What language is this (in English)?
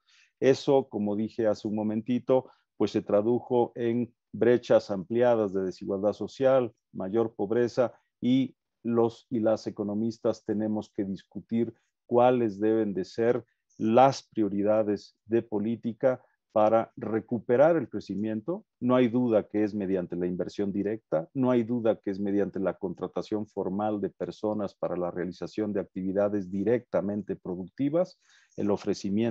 Spanish